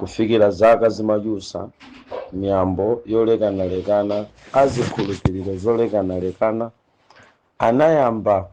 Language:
Nyanja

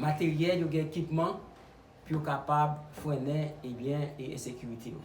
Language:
Haitian Creole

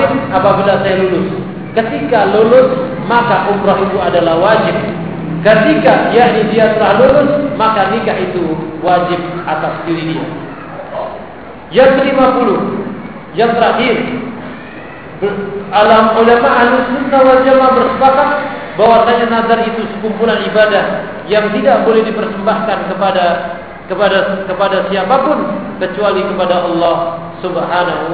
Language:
Indonesian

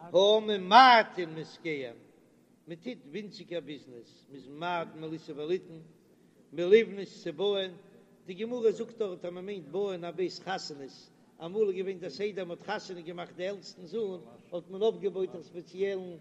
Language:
Yiddish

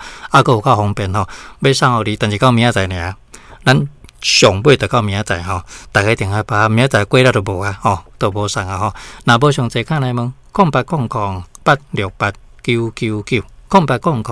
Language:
Min Nan Chinese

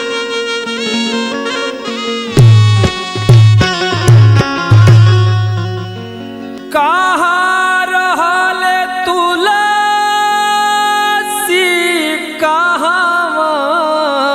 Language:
Bhojpuri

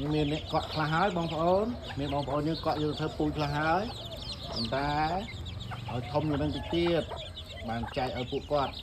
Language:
Khmer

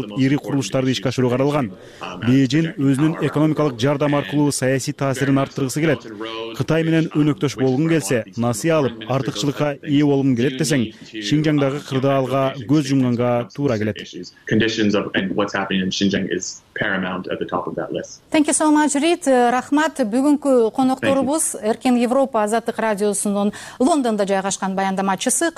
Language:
Kyrgyz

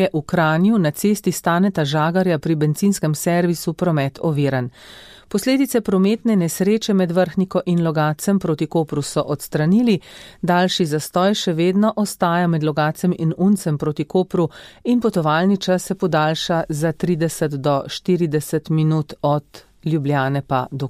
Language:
Slovenian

